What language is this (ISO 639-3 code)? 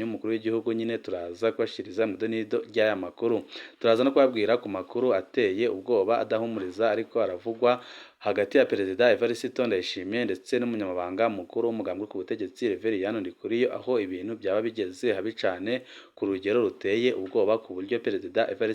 run